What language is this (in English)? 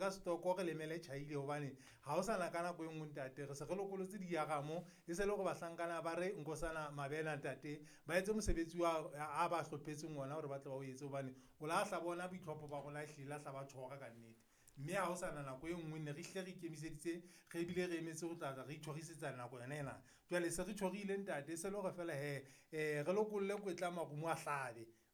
Southern Sotho